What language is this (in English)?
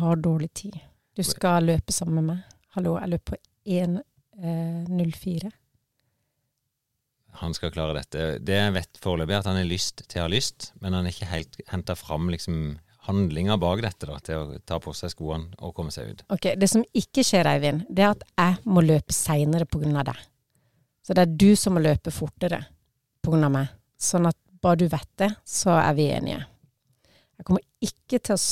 Norwegian